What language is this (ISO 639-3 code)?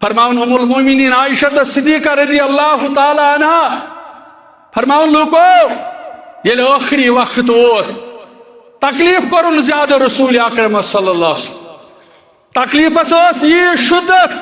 kas